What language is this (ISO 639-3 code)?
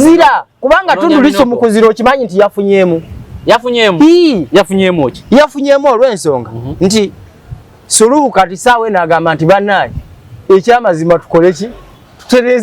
lug